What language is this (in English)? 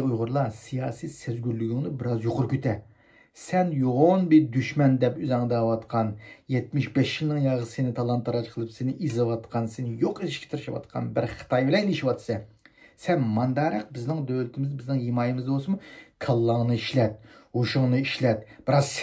Uyghur